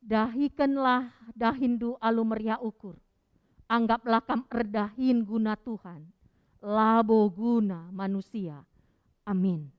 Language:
Batak Karo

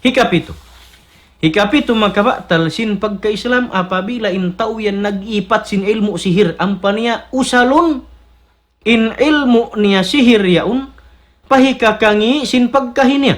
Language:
Tausug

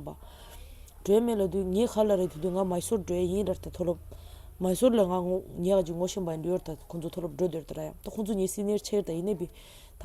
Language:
Tibetan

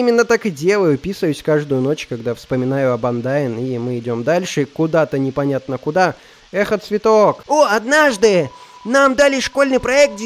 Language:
Russian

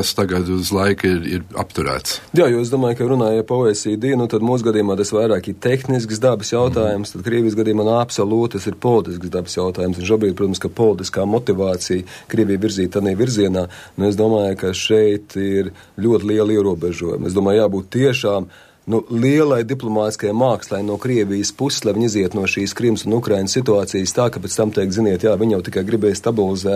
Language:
Latvian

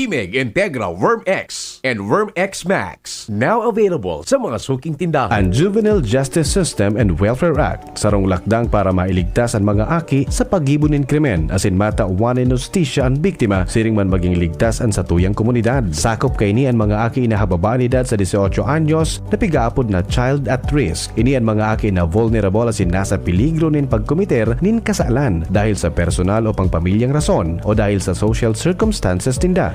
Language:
Bikol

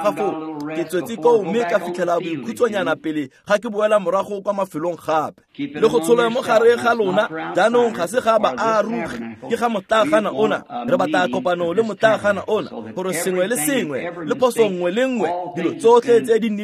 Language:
Tswana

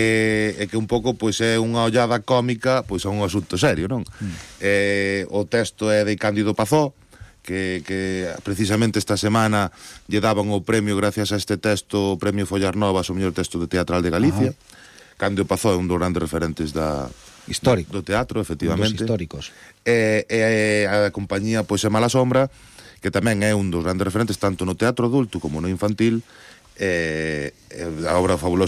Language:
Galician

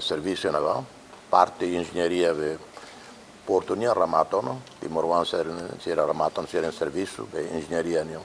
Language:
Tetum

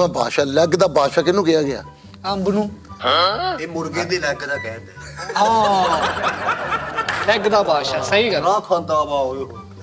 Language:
Punjabi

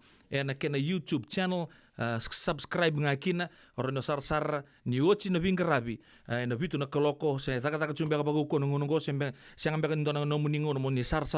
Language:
Fijian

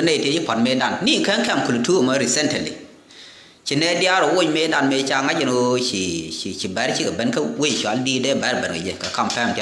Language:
Nuer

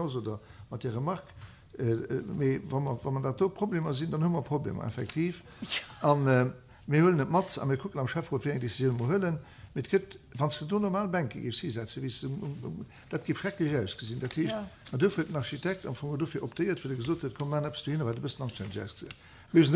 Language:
Luxembourgish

